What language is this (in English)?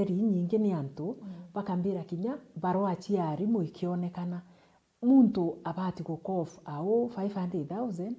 Meru